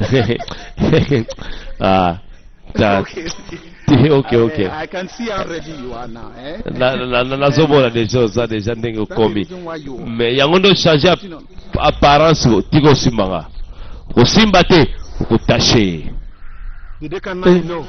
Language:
Lingala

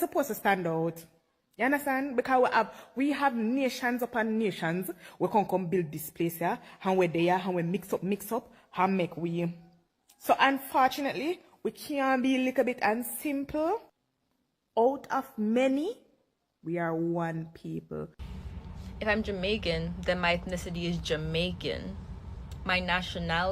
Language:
Jamaican Creole English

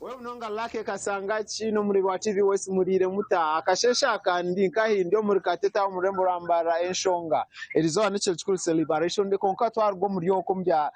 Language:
Nyankole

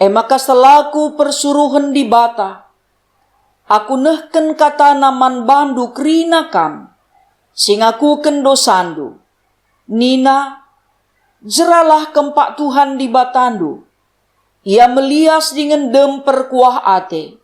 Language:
Batak Karo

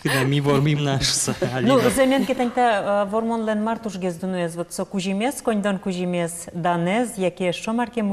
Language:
Udmurt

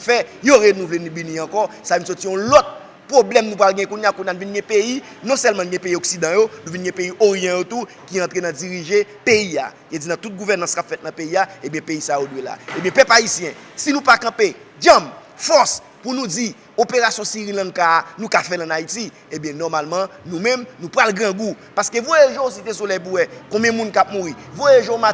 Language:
Haitian Creole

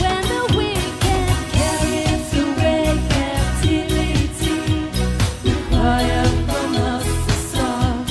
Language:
Poumei Naga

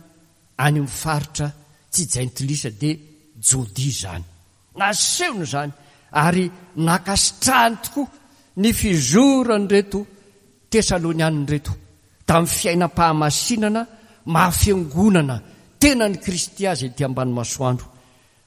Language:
Malagasy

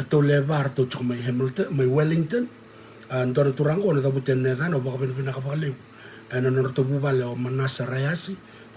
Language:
Fijian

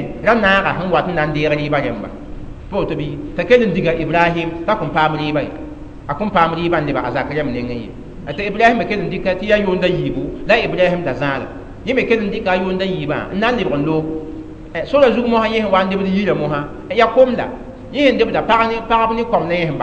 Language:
Mossi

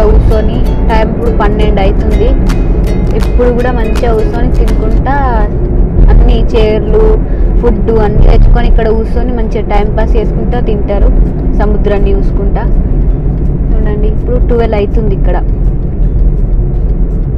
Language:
Telugu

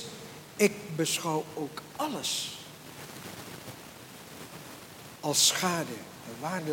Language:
Dutch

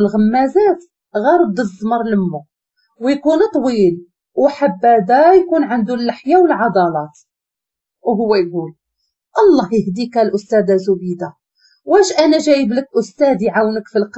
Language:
Moroccan Arabic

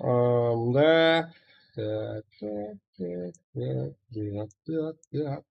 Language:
Kara-Kalpak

